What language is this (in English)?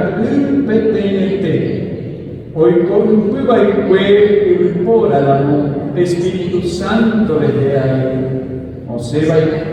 Guarani